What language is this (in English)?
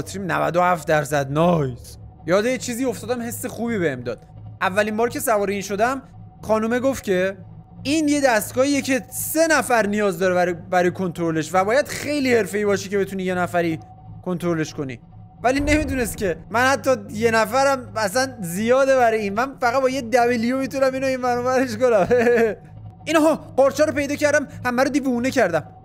Persian